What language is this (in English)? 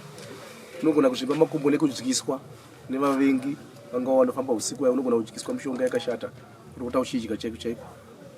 Shona